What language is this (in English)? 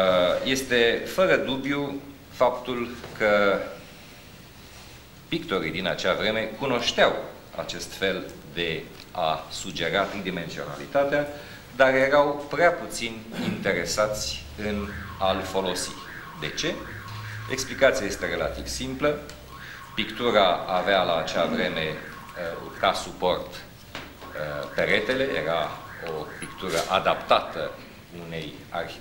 Romanian